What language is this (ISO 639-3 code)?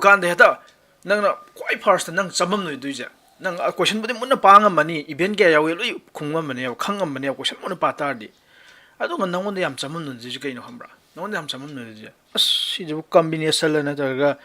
mni